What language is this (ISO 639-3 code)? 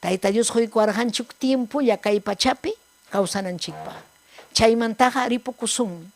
quy